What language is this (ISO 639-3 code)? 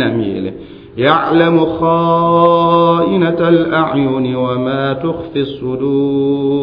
mos